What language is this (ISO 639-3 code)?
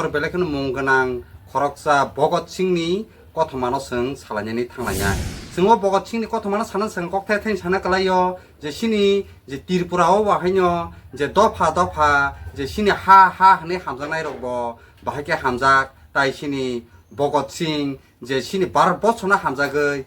trp